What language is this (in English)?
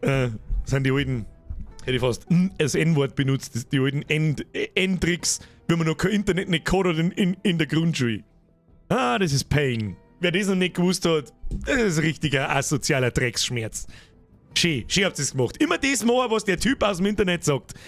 Bavarian